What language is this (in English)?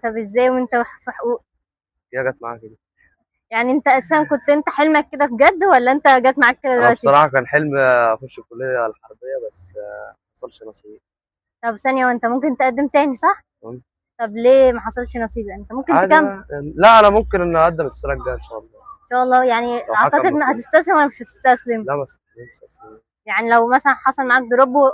Egyptian Arabic